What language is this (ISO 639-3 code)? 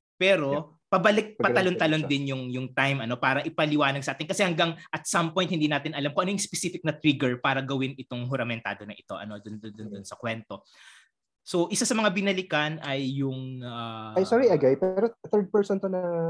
fil